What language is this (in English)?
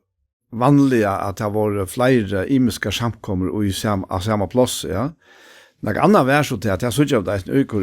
Faroese